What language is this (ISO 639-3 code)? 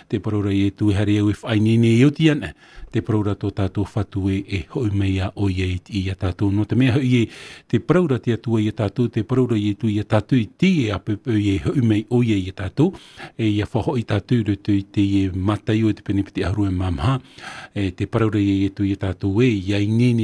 tah